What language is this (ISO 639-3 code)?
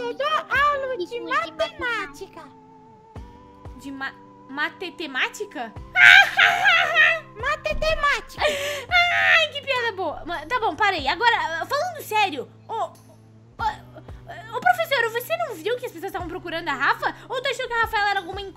por